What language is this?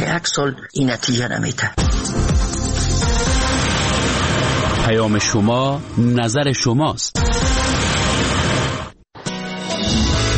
Persian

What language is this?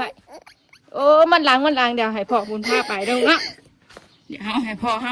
Northeastern Thai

